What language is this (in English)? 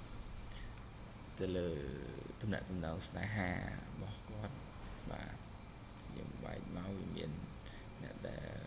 Khmer